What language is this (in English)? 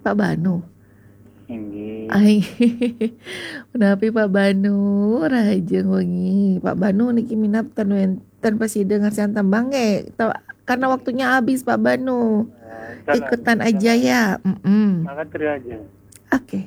Balinese